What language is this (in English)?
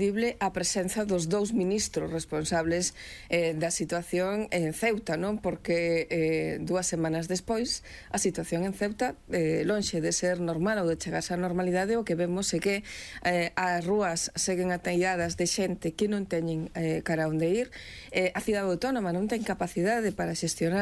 Galician